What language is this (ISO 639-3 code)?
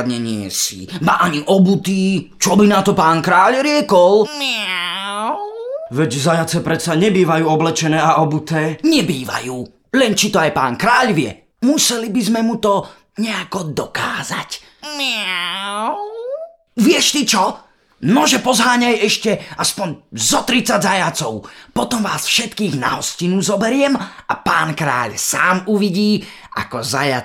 slk